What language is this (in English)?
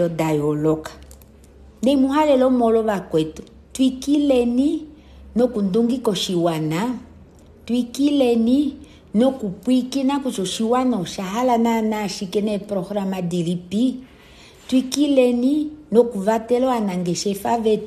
Kuanyama